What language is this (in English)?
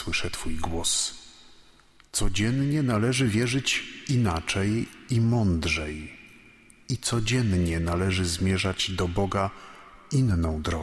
Polish